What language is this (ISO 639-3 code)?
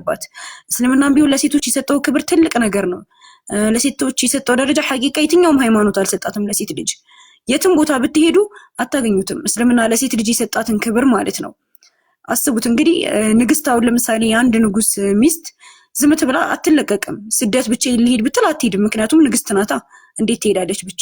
amh